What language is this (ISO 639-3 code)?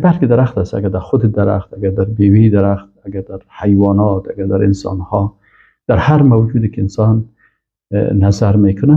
fas